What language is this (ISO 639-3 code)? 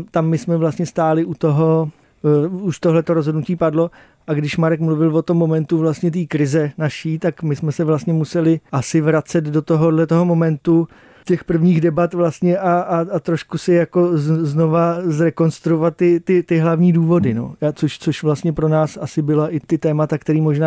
ces